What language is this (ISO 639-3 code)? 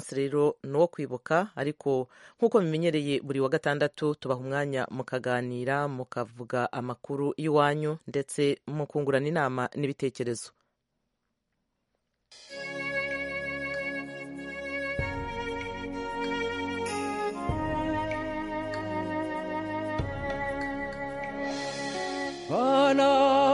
kin